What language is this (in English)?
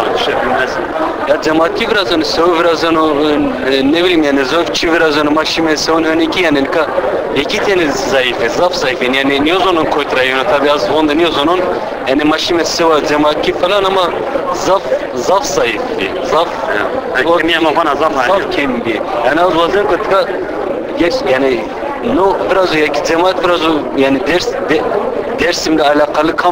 Zaza